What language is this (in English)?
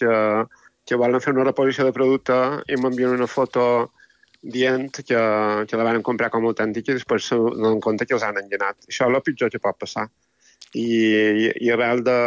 Catalan